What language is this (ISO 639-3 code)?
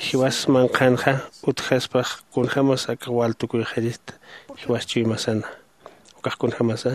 aym